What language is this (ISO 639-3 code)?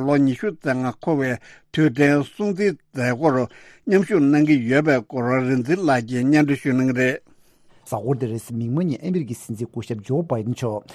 bod